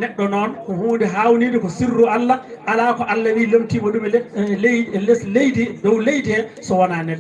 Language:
Fula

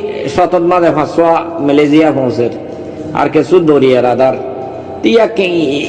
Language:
Rohingya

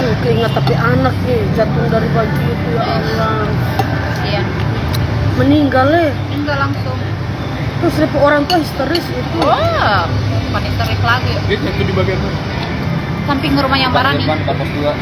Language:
Manado Malay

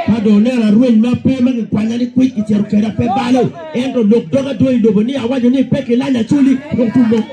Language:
Acoli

